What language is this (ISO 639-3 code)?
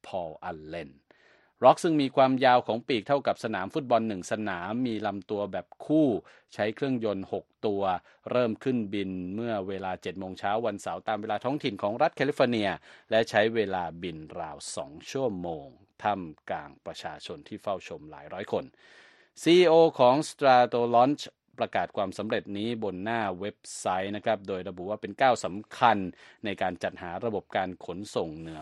tha